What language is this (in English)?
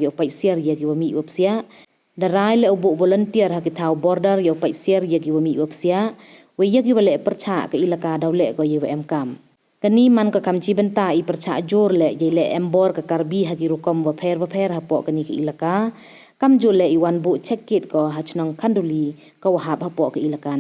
Pnar